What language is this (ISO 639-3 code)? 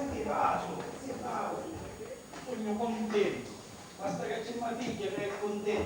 scn